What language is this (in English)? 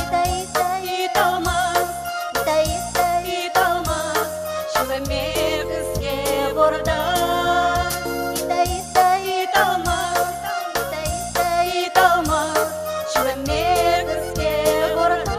Udmurt